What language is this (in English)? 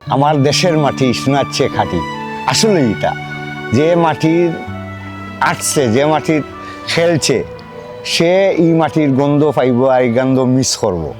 Sylheti